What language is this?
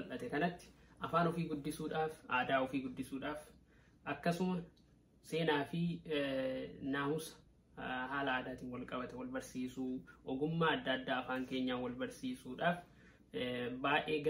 Oromo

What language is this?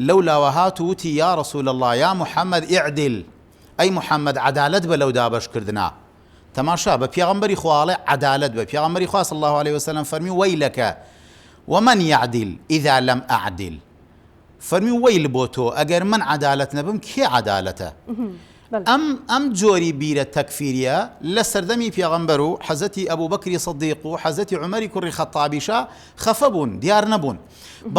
Central Kurdish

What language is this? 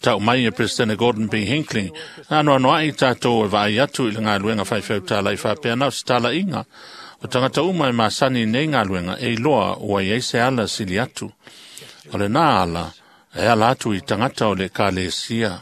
Samoan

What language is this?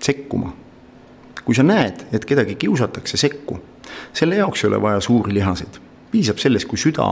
Estonian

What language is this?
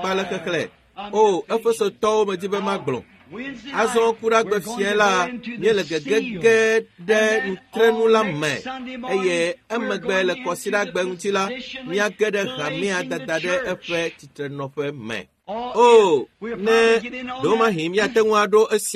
Ewe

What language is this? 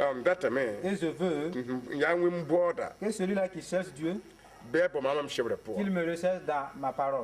Mossi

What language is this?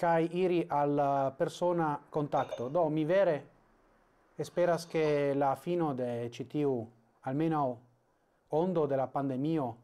Esperanto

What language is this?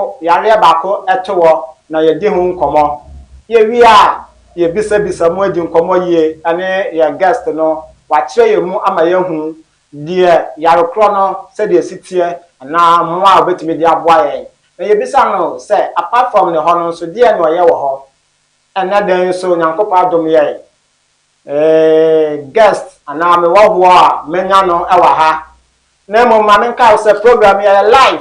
Akan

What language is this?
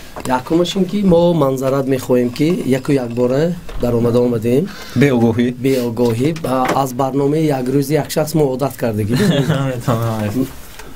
Tajik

